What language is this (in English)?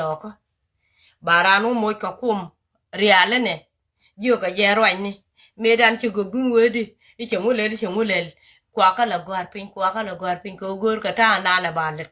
Nuer